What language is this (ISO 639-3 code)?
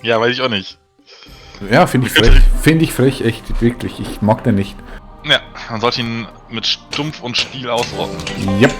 gsw